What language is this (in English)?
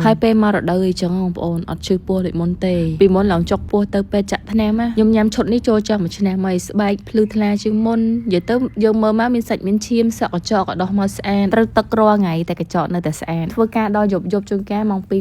Khmer